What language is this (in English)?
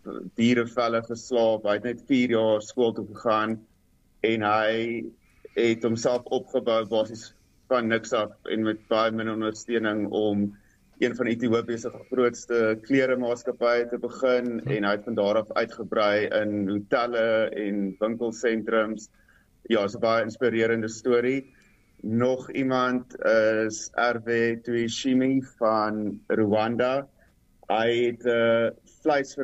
Afrikaans